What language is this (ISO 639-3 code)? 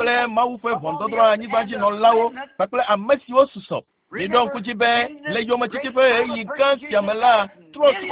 ewe